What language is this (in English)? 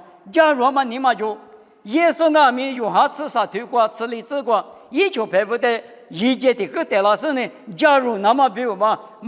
Lisu